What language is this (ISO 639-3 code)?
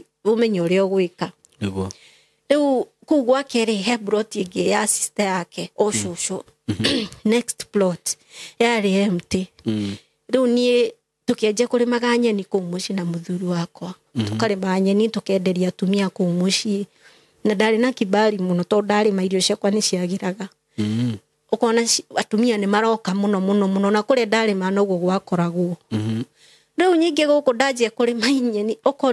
kik